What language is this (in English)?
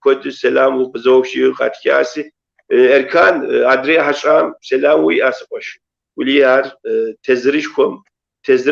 Kabardian